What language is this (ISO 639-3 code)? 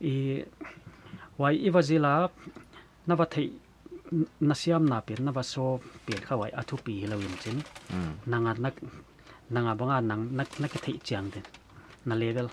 pck